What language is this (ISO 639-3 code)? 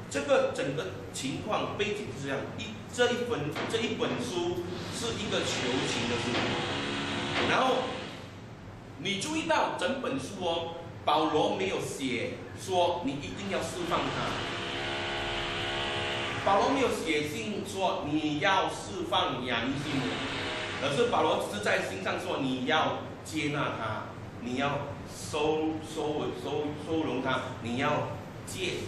zho